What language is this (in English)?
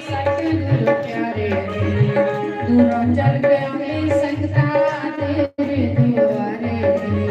Dogri